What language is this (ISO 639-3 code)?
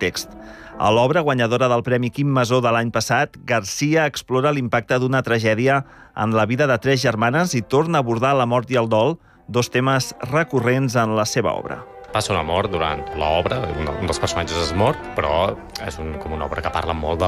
cat